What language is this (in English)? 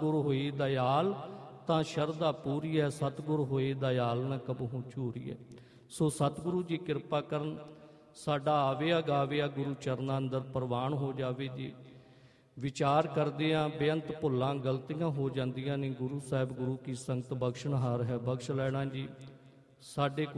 Punjabi